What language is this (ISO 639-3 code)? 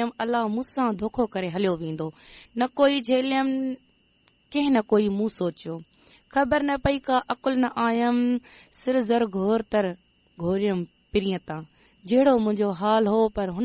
snd